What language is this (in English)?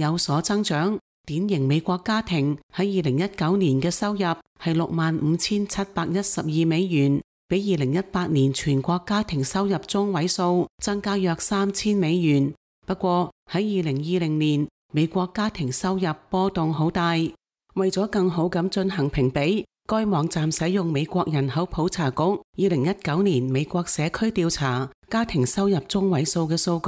Cantonese